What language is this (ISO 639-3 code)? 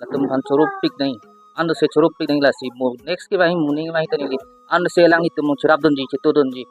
mjw